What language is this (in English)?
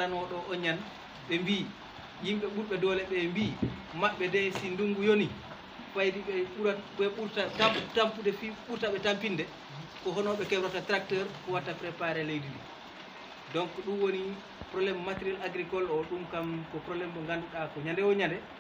Fula